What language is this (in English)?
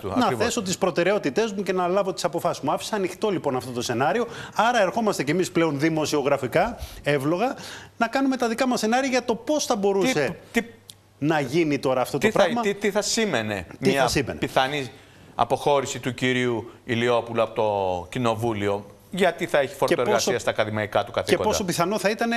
Greek